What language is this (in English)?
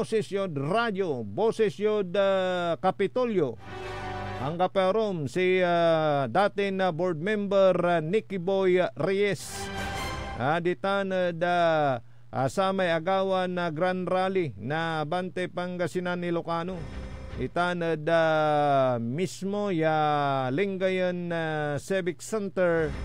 Pangasinan